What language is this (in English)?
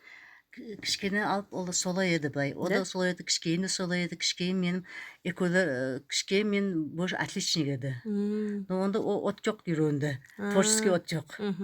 Nogai